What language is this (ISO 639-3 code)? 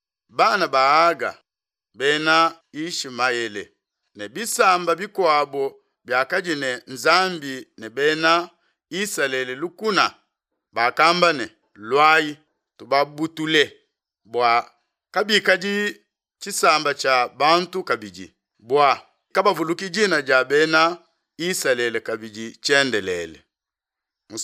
lua